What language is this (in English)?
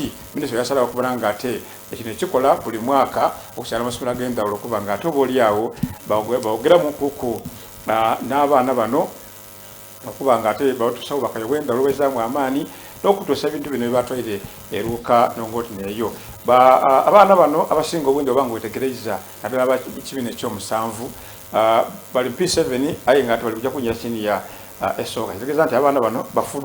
Soga